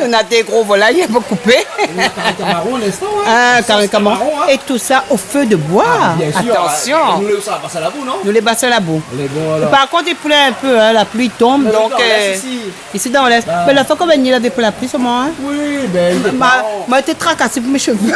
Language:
Réunion Creole French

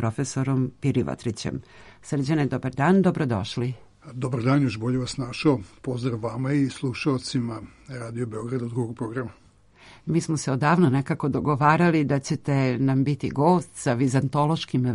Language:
Serbian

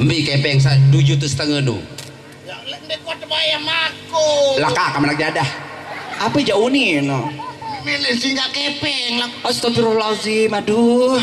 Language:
Sasak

